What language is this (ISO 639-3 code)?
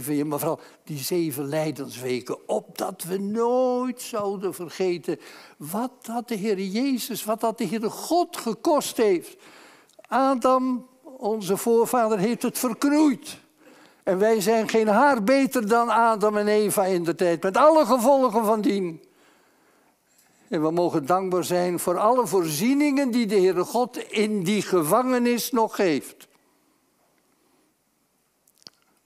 nld